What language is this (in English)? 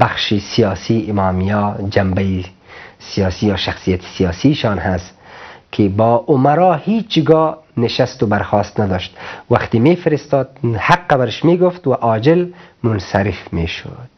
Persian